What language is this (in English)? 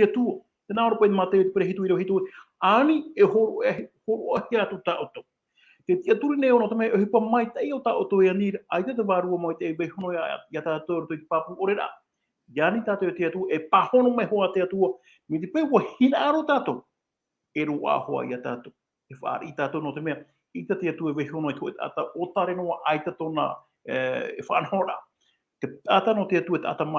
Tahitian